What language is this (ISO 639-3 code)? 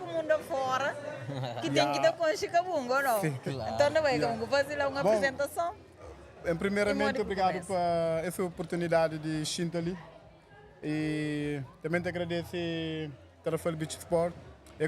kea